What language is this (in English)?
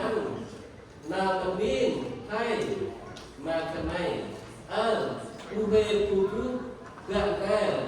Central Mnong